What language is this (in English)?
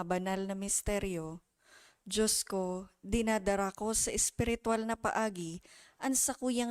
Bikol